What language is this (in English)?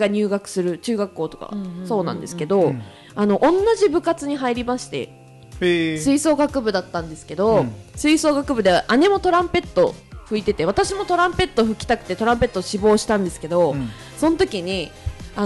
Japanese